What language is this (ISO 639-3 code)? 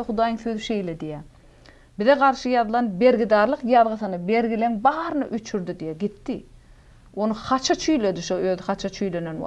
tuk